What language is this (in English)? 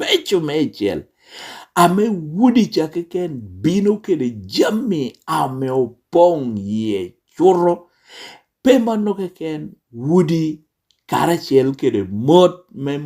Lango (Uganda)